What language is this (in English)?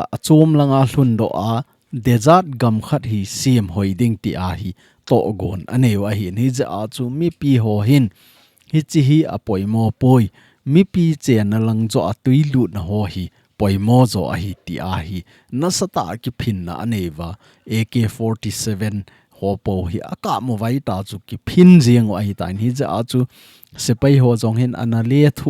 Thado Chin